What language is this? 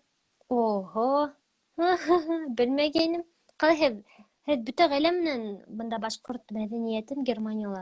Bashkir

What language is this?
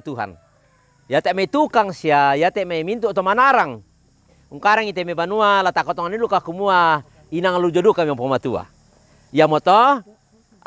Toraja-Sa'dan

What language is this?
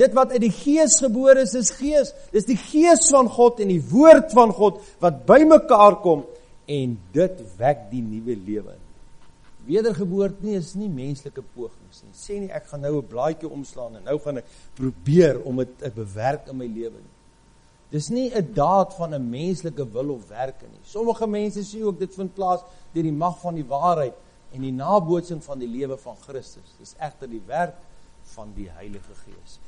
Afrikaans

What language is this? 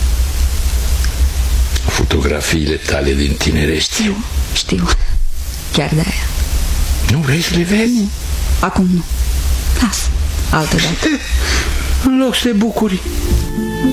Romanian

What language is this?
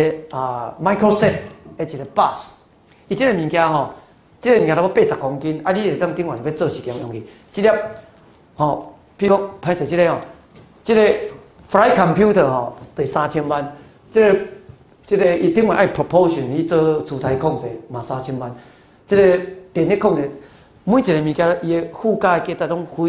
Min Nan Chinese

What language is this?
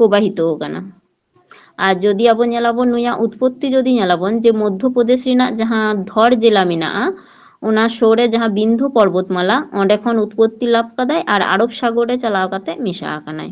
Santali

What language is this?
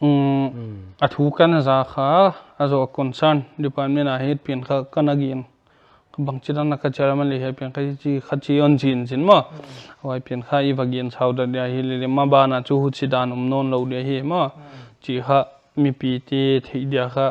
Paite Chin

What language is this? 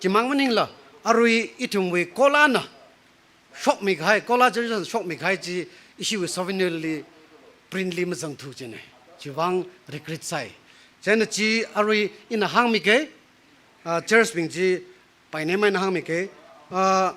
Tangkhul Naga (India)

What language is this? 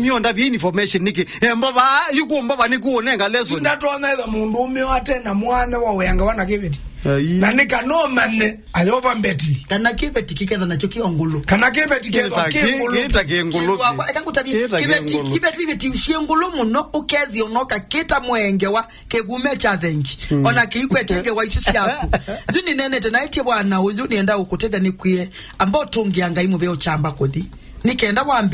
Kamba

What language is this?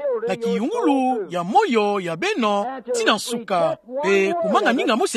Kituba (Democratic Republic of Congo)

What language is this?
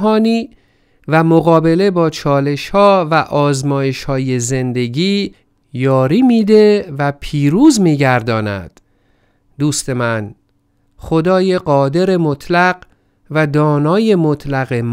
Persian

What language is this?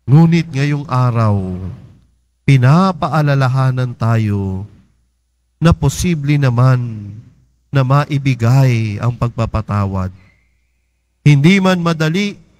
Filipino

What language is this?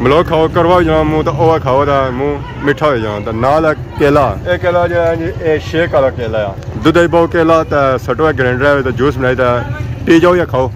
Pahari-Potwari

